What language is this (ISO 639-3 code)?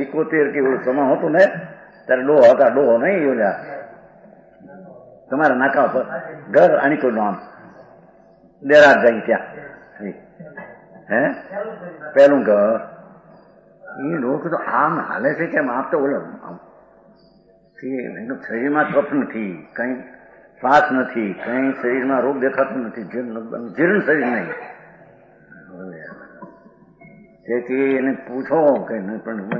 guj